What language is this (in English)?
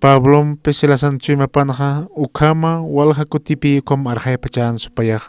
Aymara